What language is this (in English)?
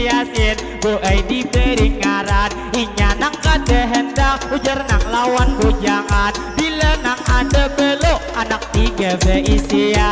Banjar